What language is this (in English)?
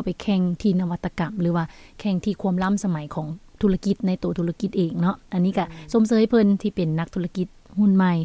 Lao